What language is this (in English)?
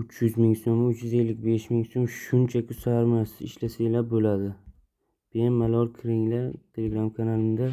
Uzbek